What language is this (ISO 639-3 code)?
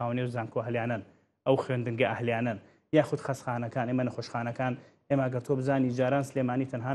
ckb